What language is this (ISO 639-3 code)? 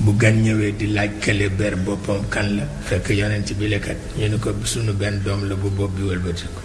wol